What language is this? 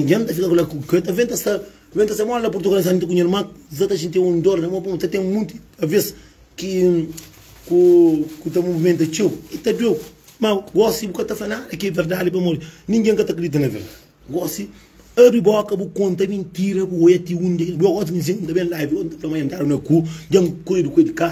Kabuverdianu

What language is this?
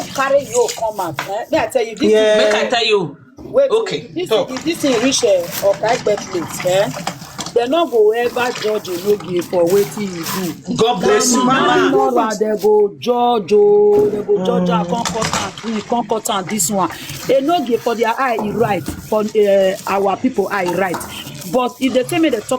Nigerian Pidgin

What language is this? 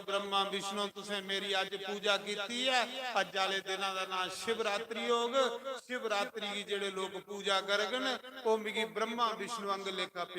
Dogri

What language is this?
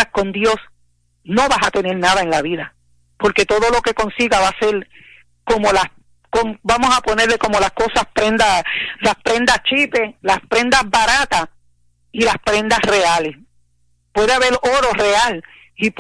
Spanish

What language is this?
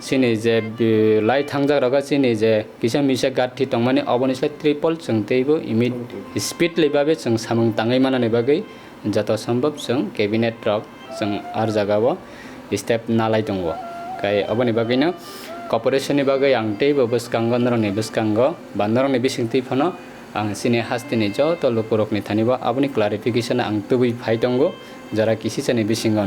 Kok Borok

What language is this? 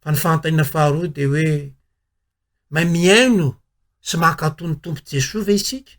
Malagasy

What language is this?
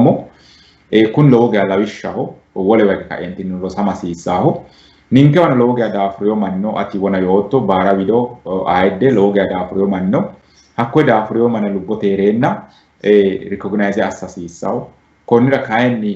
Sidamo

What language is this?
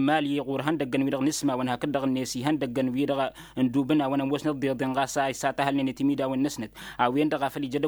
Tamasheq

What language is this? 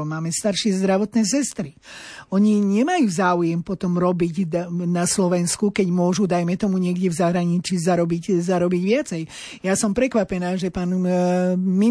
Slovak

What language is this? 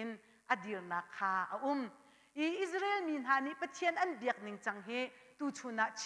Hakha Chin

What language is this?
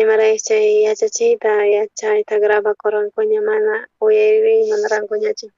South Bolivian Quechua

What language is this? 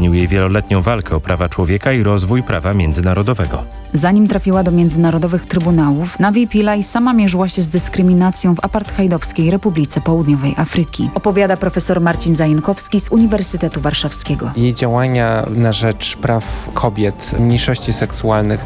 Polish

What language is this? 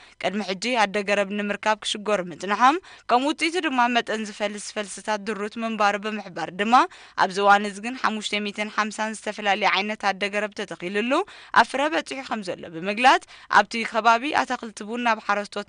Tigrinya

